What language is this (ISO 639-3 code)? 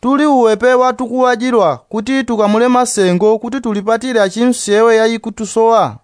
yao